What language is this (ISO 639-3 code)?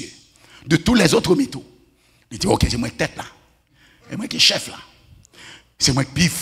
fra